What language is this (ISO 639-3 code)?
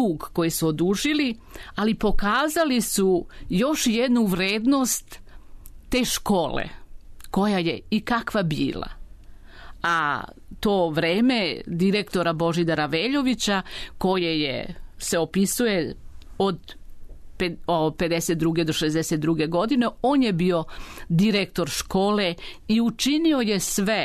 srp